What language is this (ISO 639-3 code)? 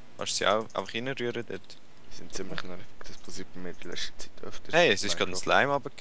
gsw